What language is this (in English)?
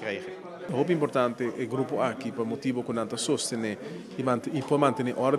Papiamento